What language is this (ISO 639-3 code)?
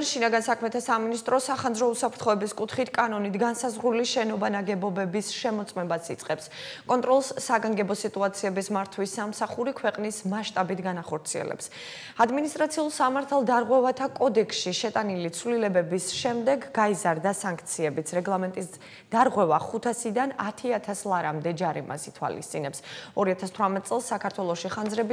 kat